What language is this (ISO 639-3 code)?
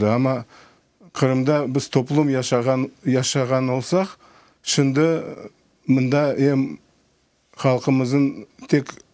crh